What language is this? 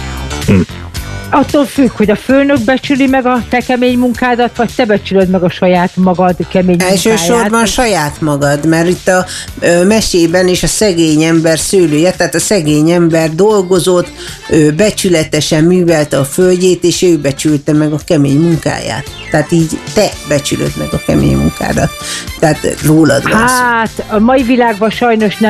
Hungarian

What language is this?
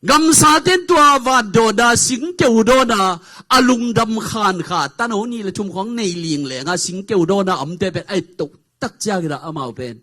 Tedim Chin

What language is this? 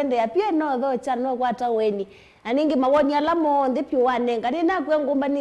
Kamba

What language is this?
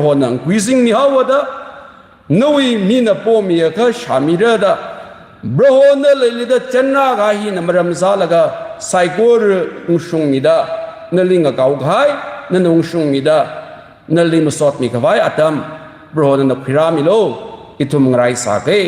Tangkhul Naga (India)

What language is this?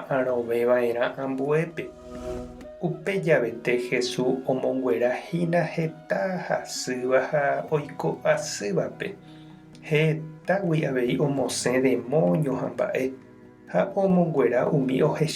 Guarani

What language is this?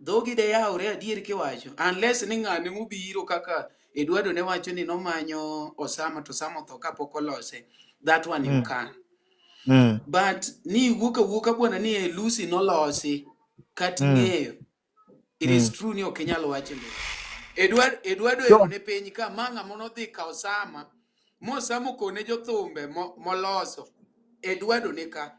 Luo (Kenya and Tanzania)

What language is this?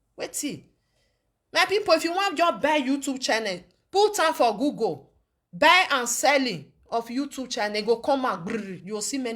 Nigerian Pidgin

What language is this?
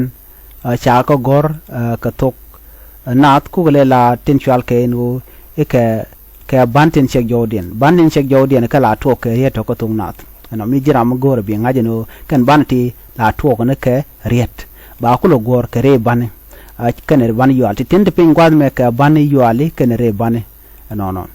Nuer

